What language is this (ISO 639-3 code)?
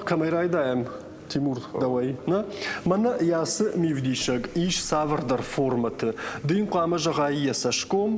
oss